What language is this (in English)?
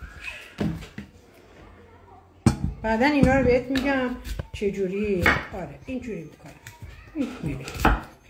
Persian